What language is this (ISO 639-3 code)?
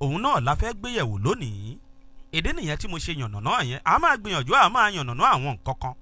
yor